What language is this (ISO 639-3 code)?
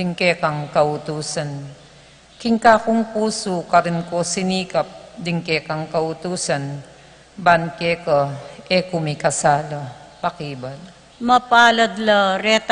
pam